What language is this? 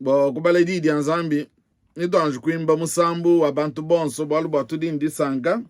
Luba-Lulua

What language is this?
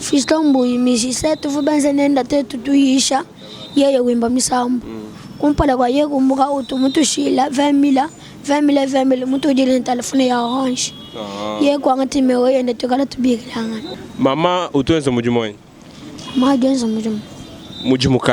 Luba-Lulua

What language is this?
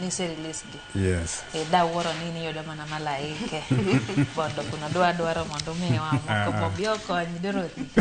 Luo (Kenya and Tanzania)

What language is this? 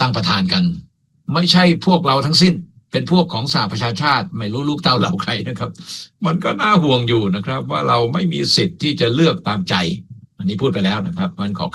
Thai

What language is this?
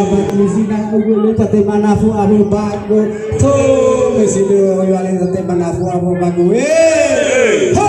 Nias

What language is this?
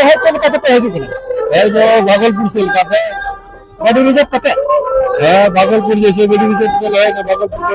Santali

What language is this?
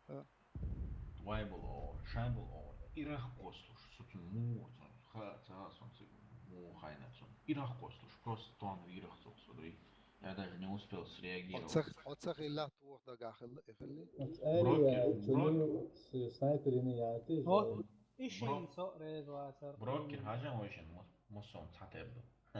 Chechen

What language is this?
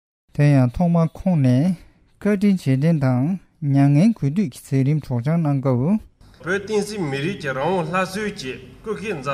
Tibetan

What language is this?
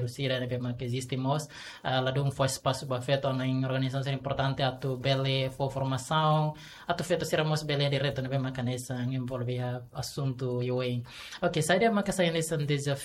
Tetum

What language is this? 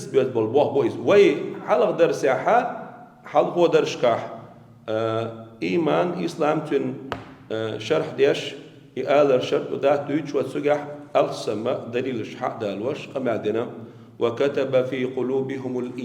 Chechen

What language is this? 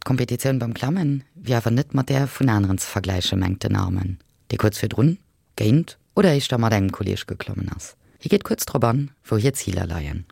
Luxembourgish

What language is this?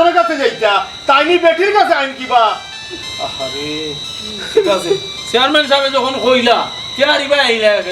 Sylheti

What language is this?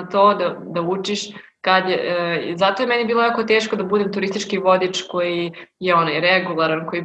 Serbian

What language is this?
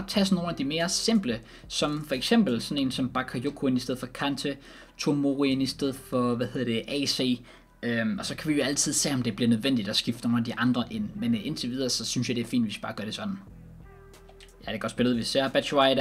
Danish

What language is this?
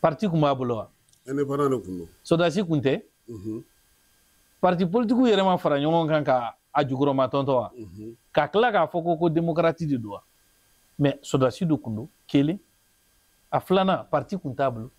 Bambara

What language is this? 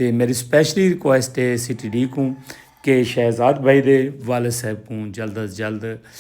Saraiki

